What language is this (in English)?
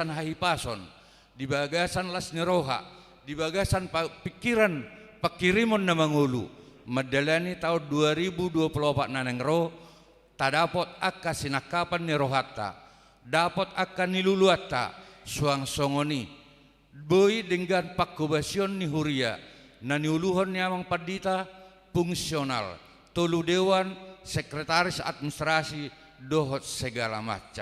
Batak Toba